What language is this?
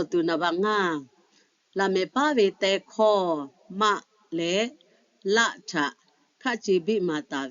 Lahu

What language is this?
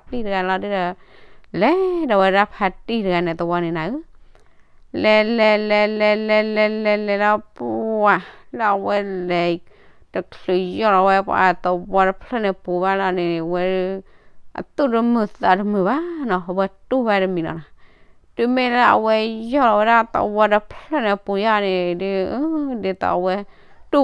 S'gaw Karen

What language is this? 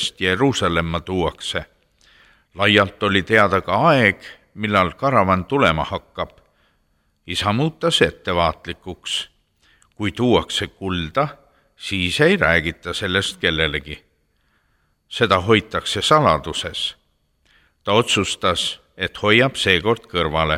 Estonian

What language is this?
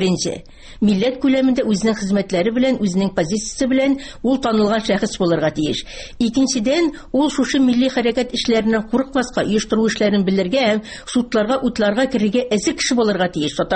Tatar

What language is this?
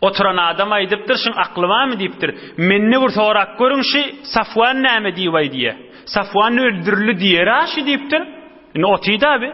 Turkmen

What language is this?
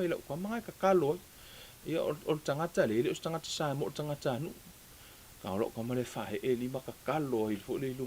Samoan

